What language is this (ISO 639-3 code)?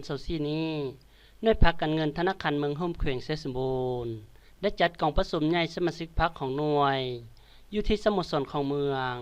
lao